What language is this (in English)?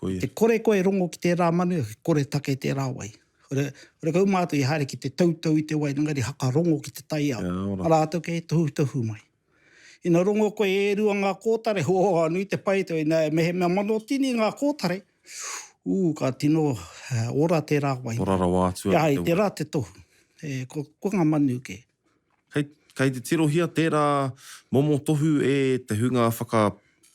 Māori